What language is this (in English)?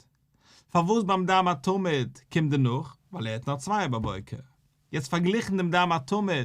Yiddish